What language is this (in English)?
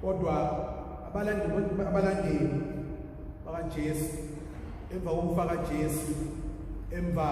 Zulu